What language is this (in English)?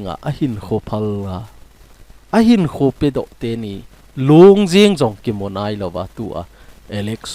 Thado Chin